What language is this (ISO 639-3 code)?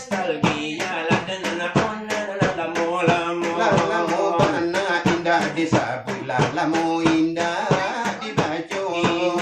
min